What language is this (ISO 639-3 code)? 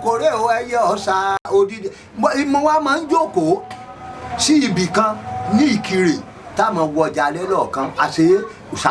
yor